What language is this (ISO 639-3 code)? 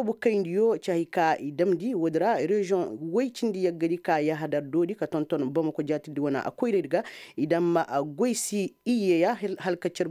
ses